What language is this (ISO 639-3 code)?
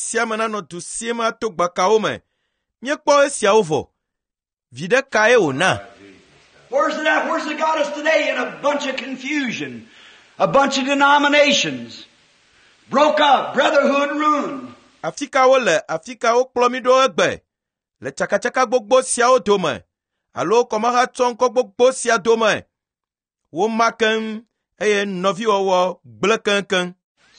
ewe